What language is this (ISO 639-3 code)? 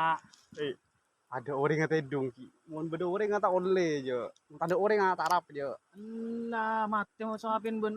mad